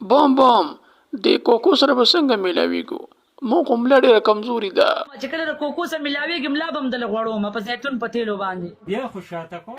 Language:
Pashto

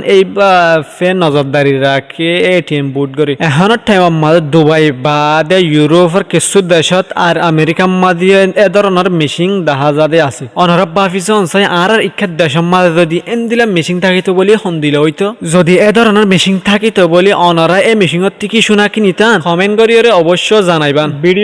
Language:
Rohingya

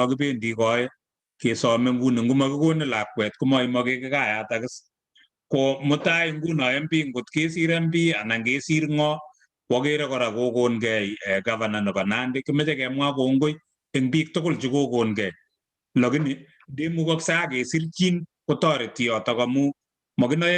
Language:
Kalenjin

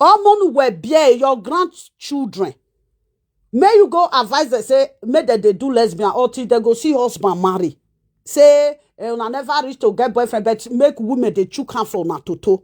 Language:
Nigerian Pidgin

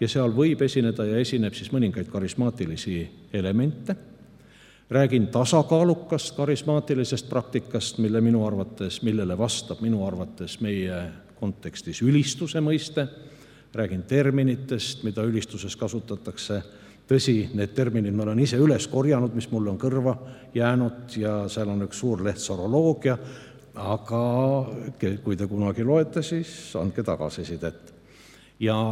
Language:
Estonian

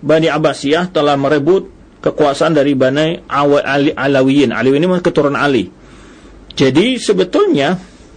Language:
Indonesian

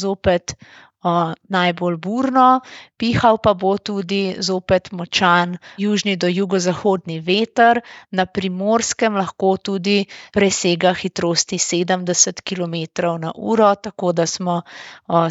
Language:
Slovenian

